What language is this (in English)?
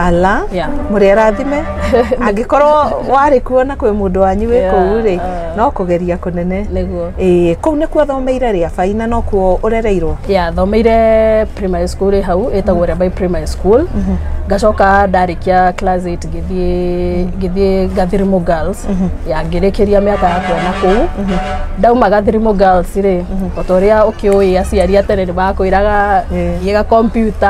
Kikuyu